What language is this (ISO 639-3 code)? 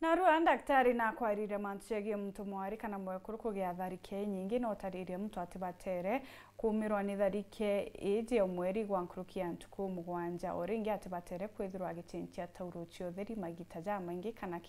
mer